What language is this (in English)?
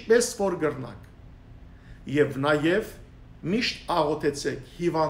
Western Armenian